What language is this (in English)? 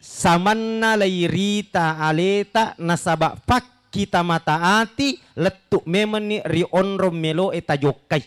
Buginese